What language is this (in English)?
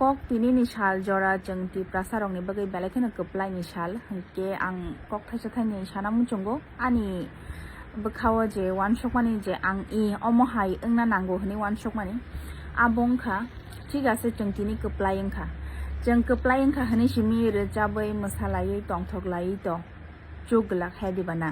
Kok Borok